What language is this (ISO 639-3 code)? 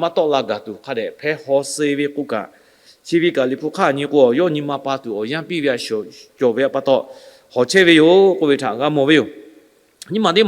lhu